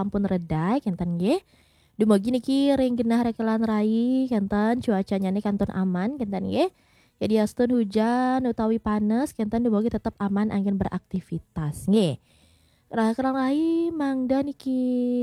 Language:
Balinese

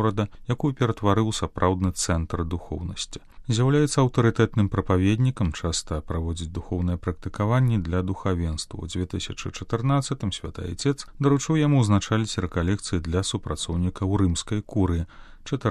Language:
Belarusian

